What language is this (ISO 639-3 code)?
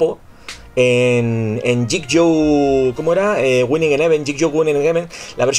spa